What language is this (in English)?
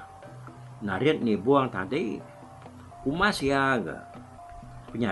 Iban